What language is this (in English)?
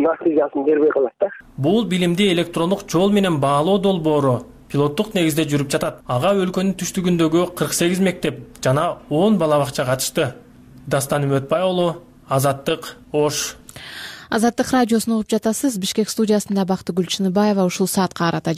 Kyrgyz